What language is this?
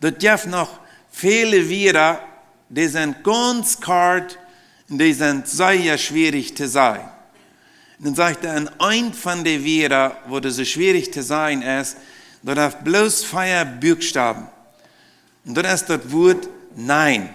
Plautdietsch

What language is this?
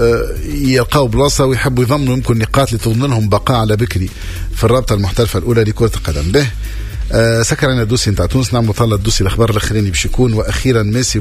Tunisian Arabic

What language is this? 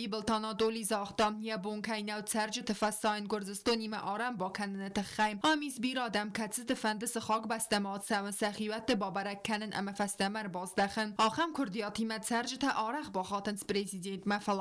Ossetic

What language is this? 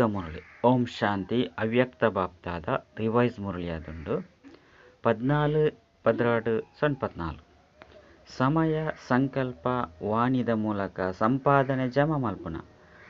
Tulu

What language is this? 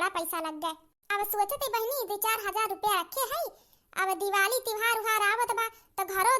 Awadhi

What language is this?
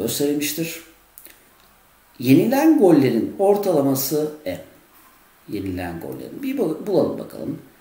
Turkish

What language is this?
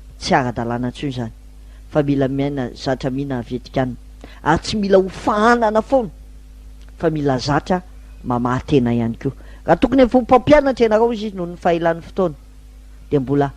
Malagasy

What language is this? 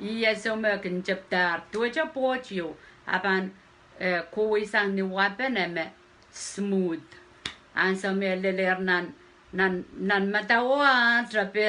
Pohnpeian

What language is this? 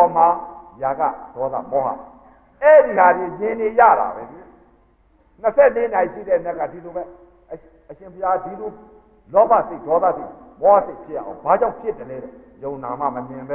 Burmese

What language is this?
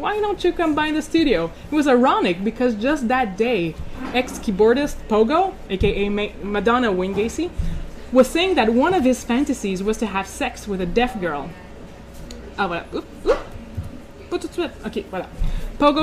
French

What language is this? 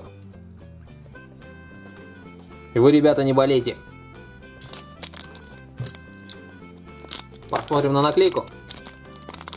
Russian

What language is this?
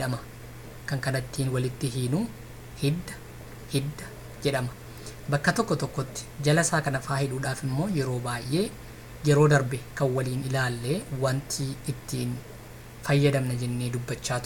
Oromo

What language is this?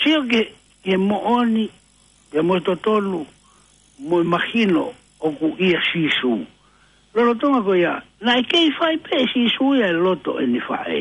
Tongan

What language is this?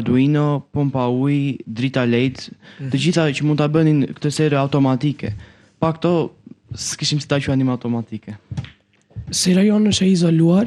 Albanian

